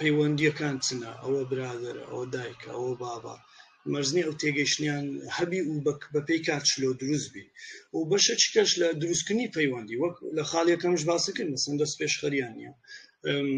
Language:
Central Kurdish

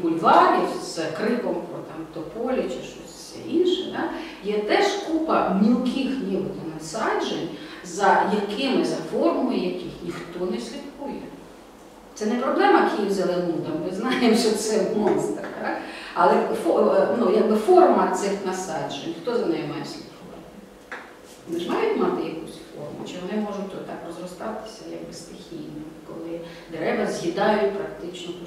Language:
Ukrainian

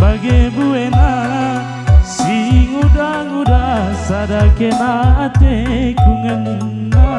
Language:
Batak Karo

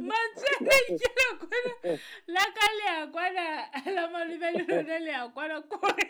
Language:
Southern Sotho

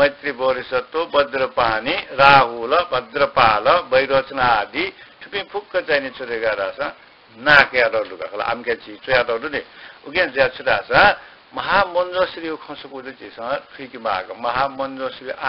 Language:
Newari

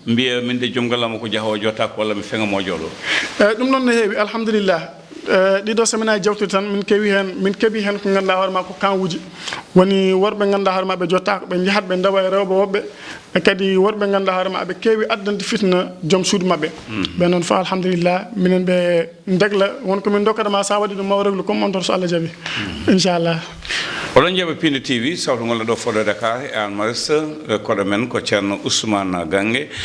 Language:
Fula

